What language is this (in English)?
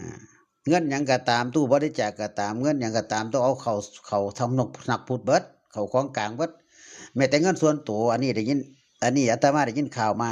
Northeastern Thai